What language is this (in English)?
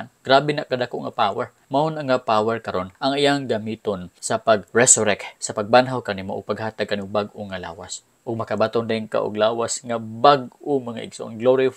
Cebuano